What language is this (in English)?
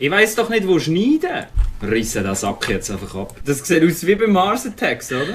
Swiss German